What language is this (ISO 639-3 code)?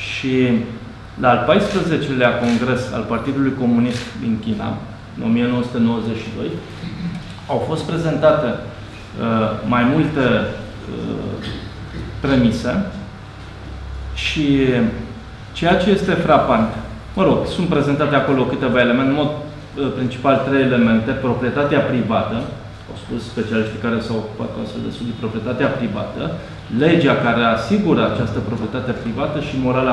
ron